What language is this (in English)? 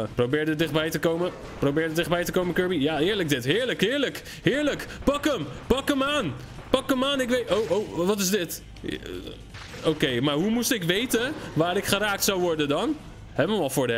Dutch